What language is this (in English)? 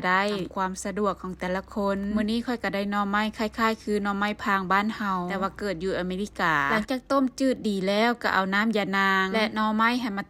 Lao